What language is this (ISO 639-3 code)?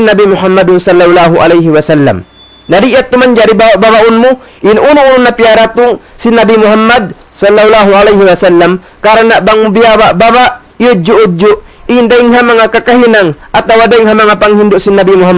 tsg